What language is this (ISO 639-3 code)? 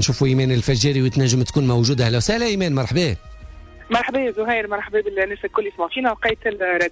aeb